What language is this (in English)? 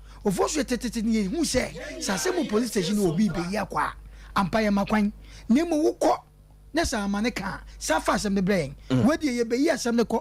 Akan